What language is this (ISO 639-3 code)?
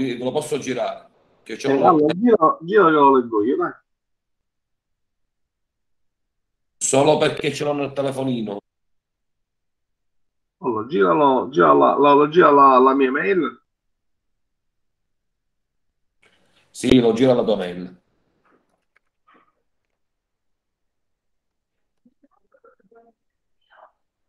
ita